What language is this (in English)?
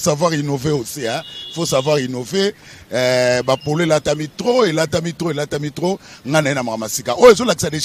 Lingala